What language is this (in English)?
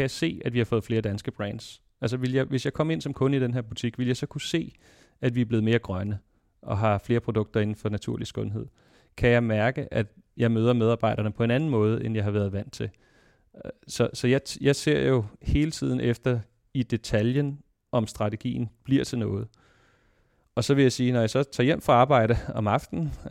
Danish